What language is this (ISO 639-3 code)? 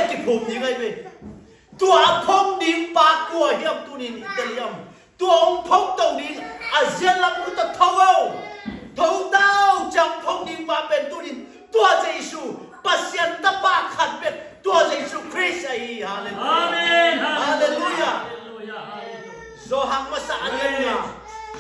ctd